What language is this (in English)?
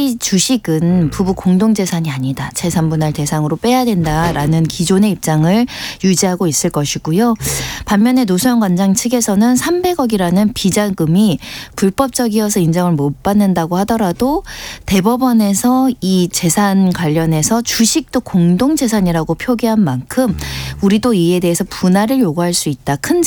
Korean